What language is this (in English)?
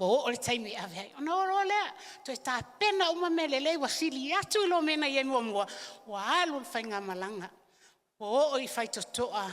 Samoan